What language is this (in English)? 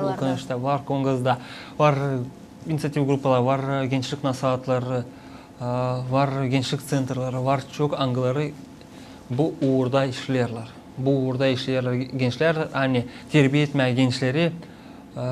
Gagauz